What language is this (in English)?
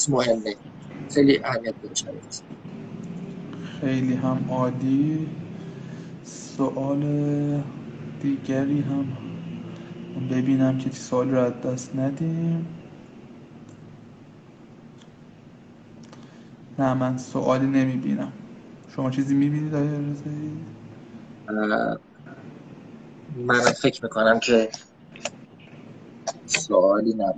Persian